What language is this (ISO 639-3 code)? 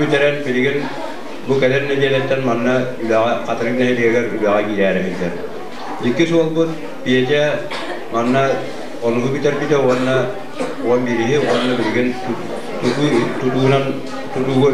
sah